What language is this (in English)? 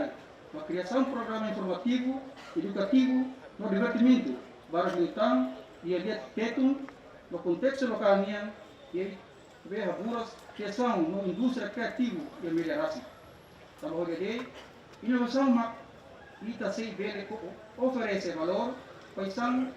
Tetum